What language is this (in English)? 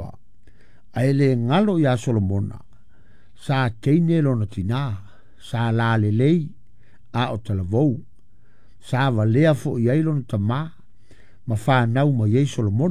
Samoan